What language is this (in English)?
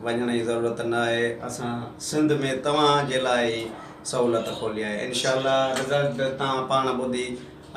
Sindhi